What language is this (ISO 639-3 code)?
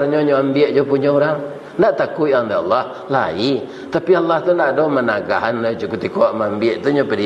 min